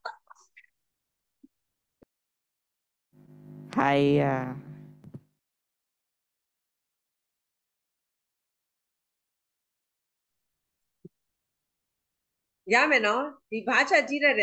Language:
Burmese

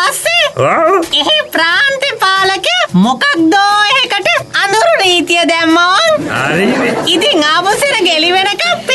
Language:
Sinhala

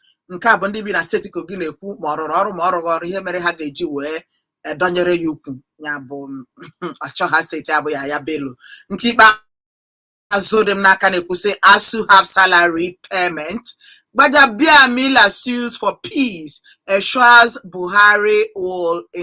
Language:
Igbo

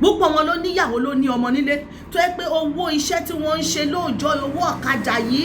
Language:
Yoruba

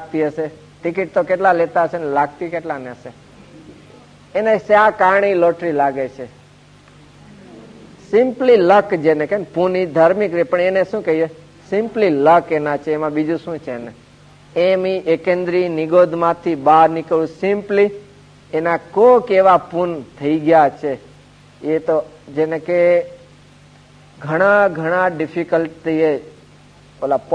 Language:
Gujarati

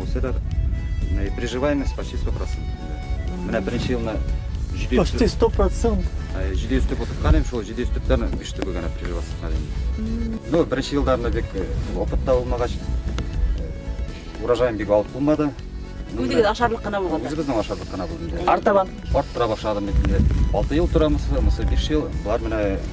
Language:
Bashkir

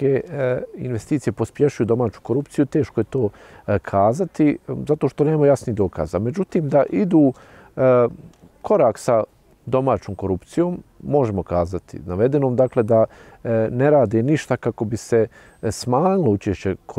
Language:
Bosnian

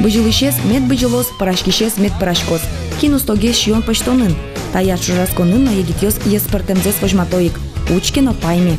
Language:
Udmurt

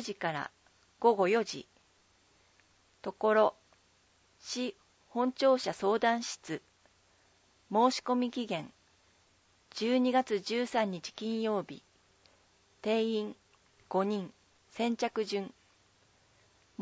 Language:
Japanese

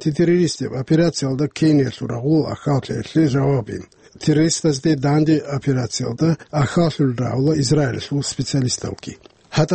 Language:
Avaric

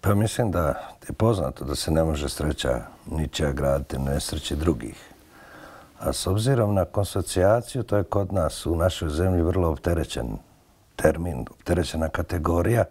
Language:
Bosnian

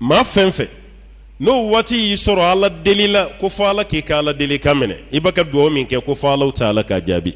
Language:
Bambara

